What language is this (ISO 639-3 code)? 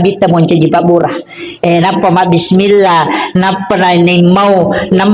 bug